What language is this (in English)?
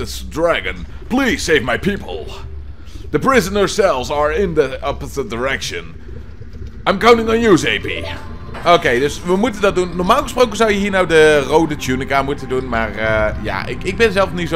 Dutch